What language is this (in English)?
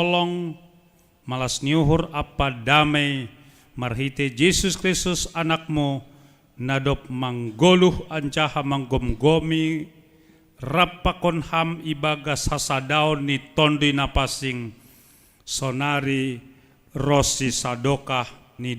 Batak Simalungun